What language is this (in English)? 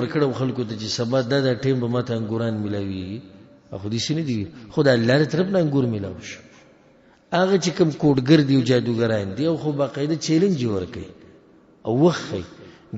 Pashto